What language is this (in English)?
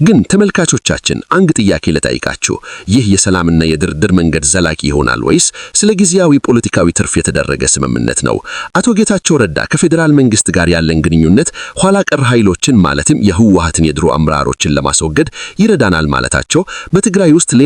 Amharic